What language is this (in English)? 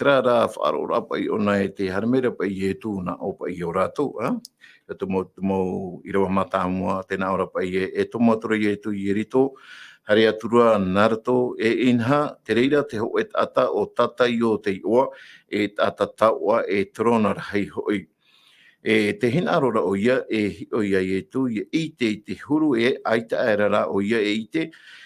Tahitian